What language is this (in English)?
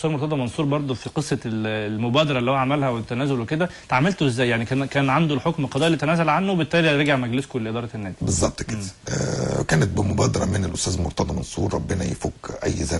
Egyptian Arabic